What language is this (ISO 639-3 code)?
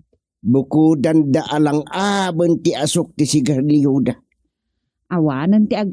ilo